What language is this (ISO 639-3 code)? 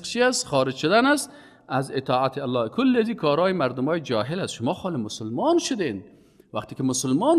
fas